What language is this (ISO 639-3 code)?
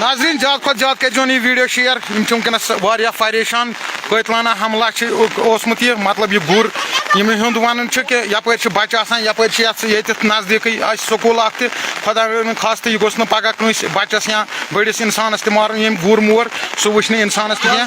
kas